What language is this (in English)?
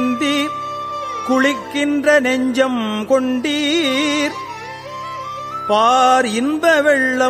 Tamil